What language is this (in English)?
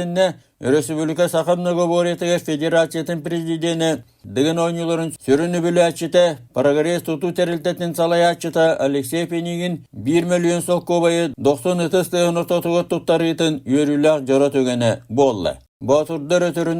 Yakut